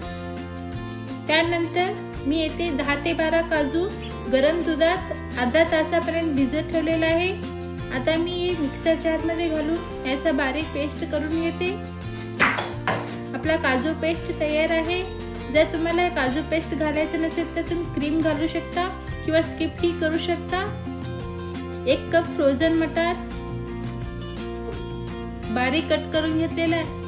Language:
Marathi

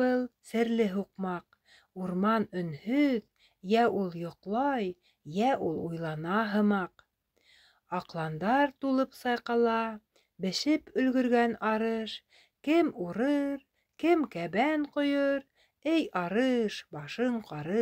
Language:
Bashkir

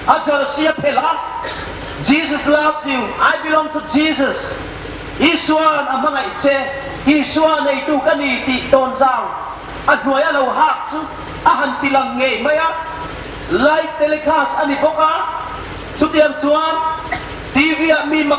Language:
Hmar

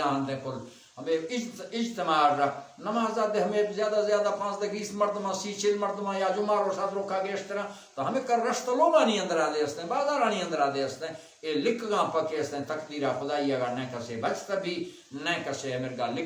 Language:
Baluchi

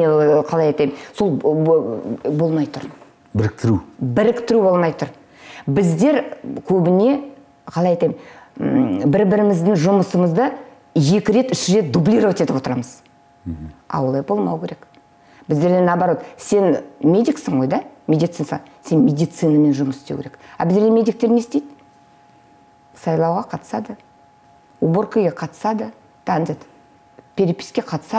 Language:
Kazakh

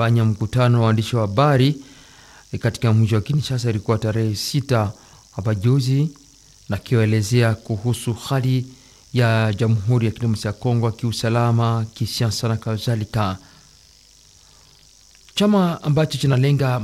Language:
Swahili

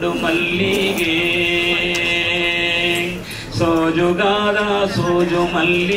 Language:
Kannada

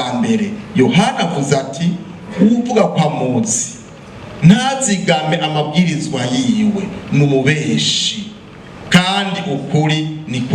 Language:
Rundi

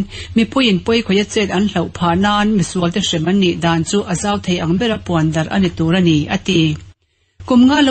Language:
Mizo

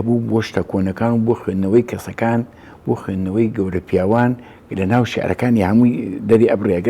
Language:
Central Kurdish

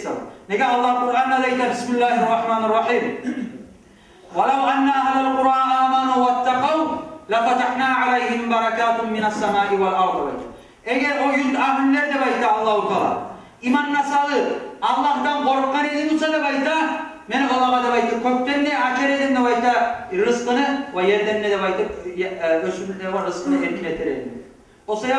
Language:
Kumyk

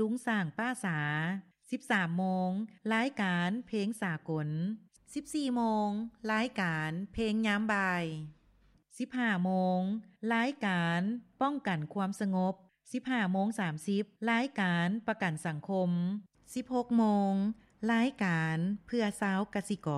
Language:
Lao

